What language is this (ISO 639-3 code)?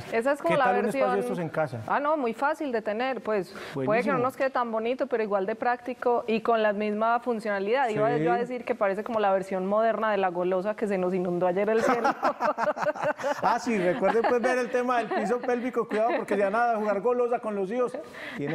spa